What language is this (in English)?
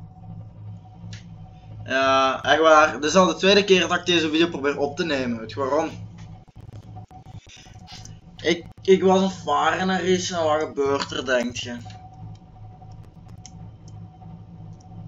Dutch